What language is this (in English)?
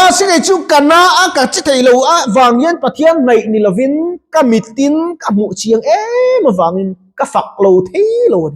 Mizo